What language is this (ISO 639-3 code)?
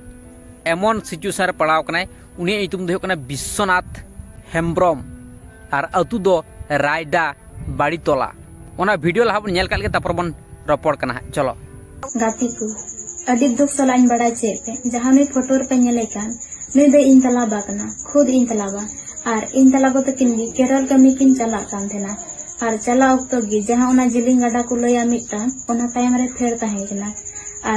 sat